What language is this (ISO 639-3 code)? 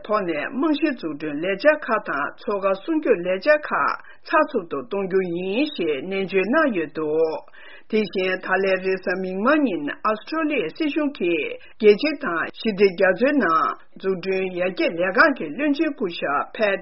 bod